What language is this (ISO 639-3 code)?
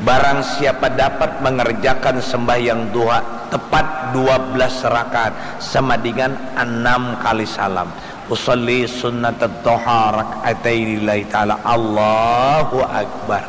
bjn